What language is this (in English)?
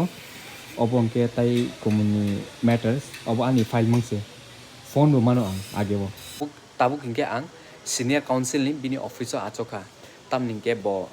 Kok Borok